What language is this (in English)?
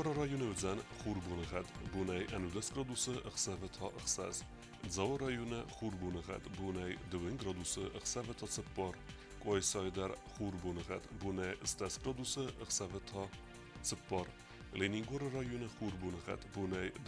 Ossetic